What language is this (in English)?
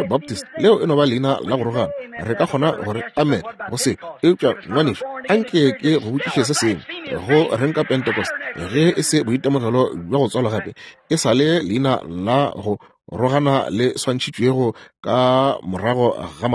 Northern Sotho